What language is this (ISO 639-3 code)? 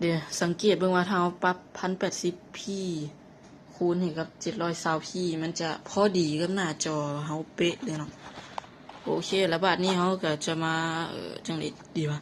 lao